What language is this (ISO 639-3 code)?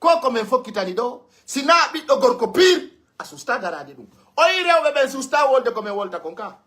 fuf